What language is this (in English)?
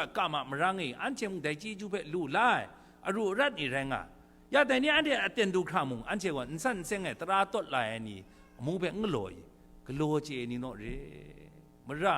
Kachin